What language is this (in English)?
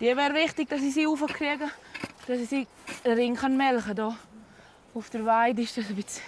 Swiss German